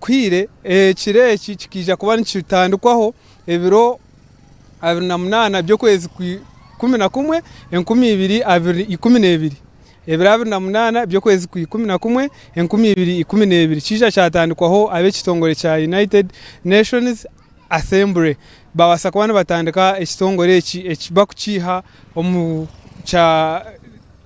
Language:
Nyankole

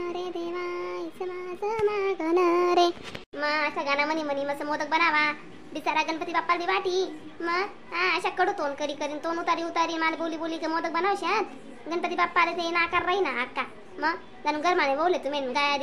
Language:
Khandesi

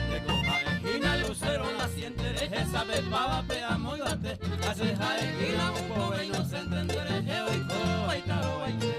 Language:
Guarani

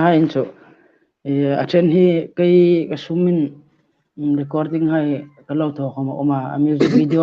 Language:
Hmar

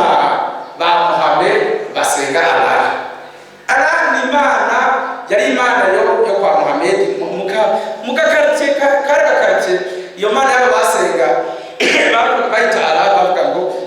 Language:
Rundi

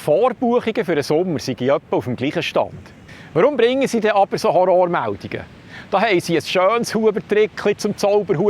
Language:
Swiss German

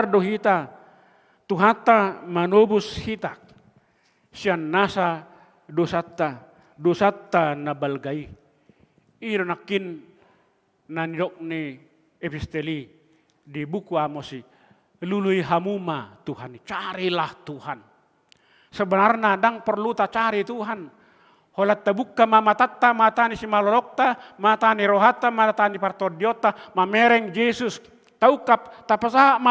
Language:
Batak Toba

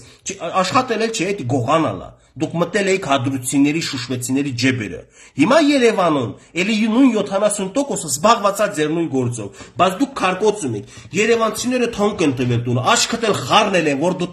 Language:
Armenian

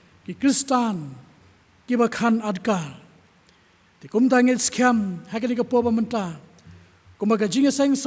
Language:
Khasi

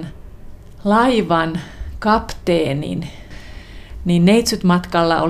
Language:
Finnish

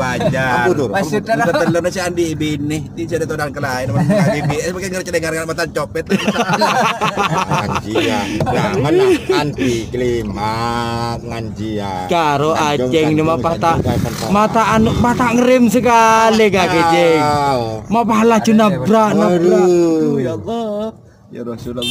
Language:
Madurese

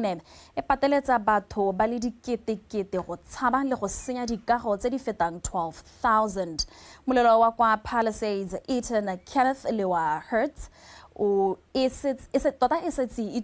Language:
Tswana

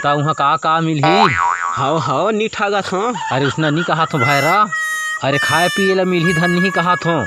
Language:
Chhattisgarhi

